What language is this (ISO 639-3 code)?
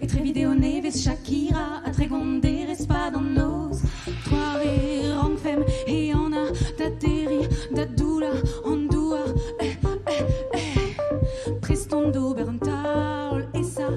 bre